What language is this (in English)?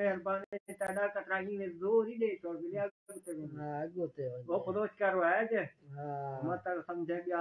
Saraiki